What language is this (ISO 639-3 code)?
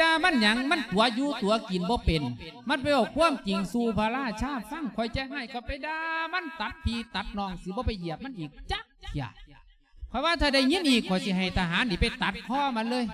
lao